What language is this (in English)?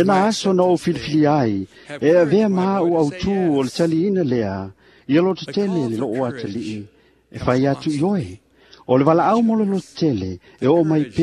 Samoan